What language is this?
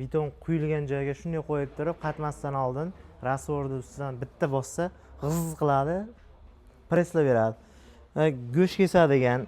Uzbek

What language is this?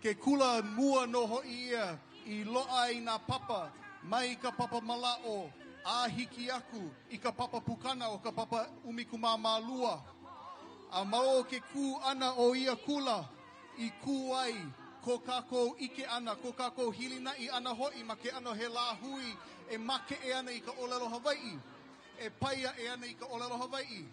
Hawaiian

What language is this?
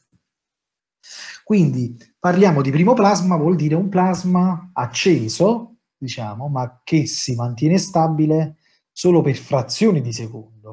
Italian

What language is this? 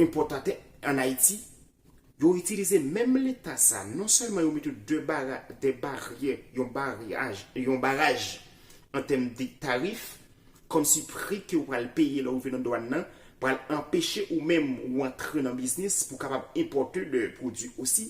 Haitian Creole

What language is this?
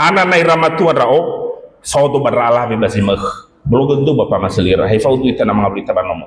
Nias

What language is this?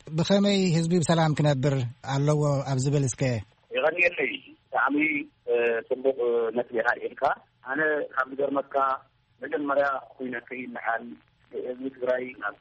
Tigrinya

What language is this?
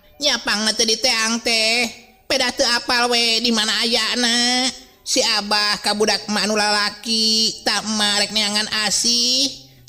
Sundanese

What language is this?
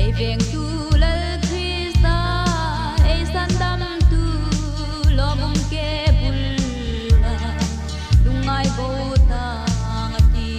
Hmar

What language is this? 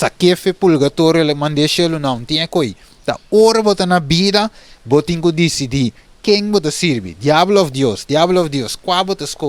Papiamento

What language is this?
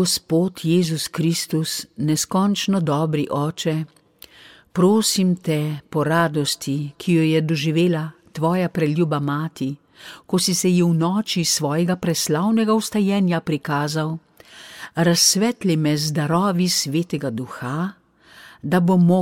Slovenian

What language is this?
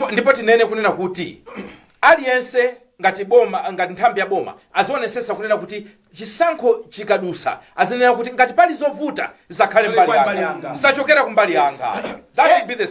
Nyanja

